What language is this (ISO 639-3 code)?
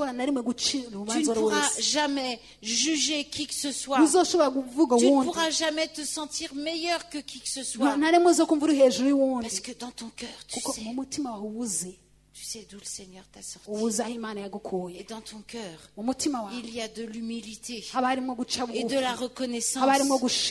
run